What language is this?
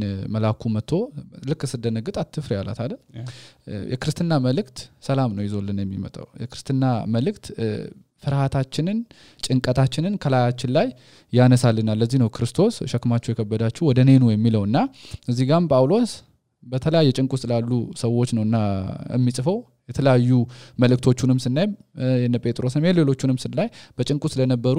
Amharic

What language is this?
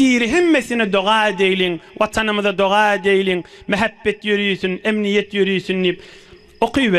Turkmen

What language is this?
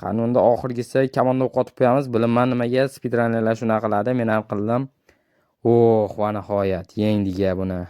Uzbek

